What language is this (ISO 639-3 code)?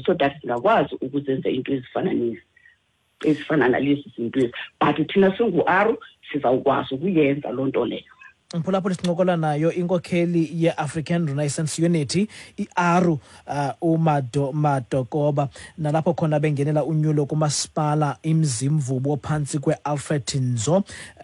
xho